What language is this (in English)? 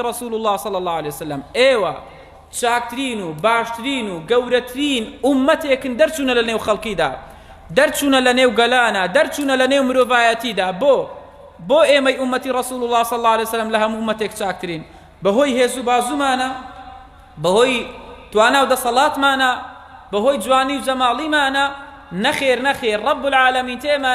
Central Kurdish